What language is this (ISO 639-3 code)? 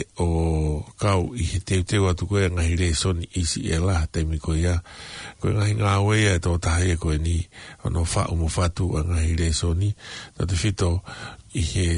ton